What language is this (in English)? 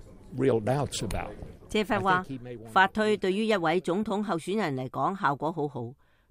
Cantonese